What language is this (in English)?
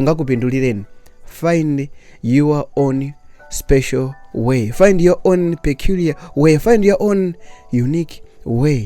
Nyanja